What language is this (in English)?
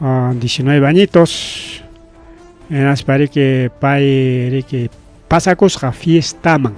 Ayacucho Quechua